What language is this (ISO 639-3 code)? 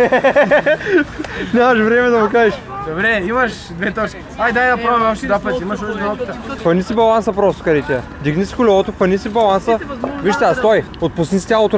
bul